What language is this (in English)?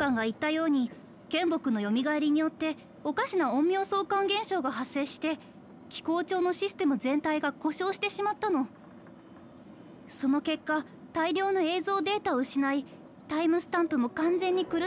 Japanese